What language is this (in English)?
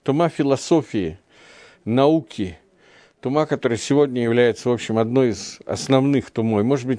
Russian